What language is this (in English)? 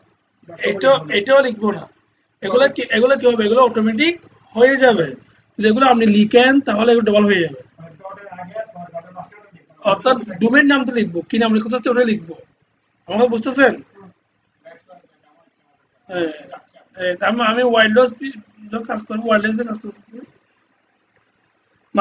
Bangla